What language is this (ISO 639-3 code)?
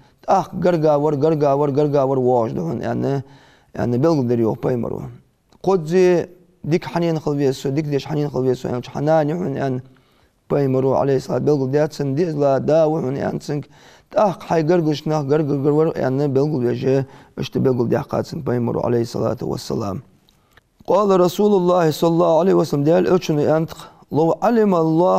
inh